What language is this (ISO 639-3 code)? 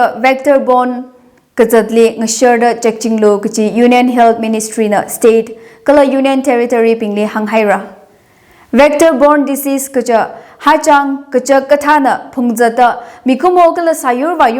nmf